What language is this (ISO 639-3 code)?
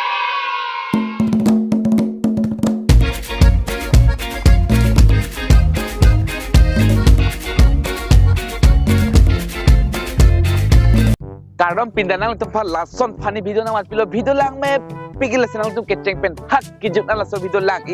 mjw